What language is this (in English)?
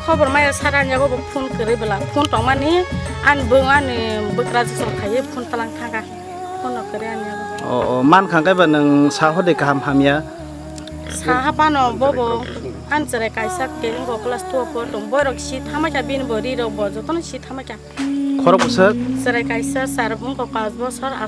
Kok Borok